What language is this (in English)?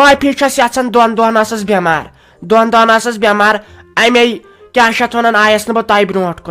Kashmiri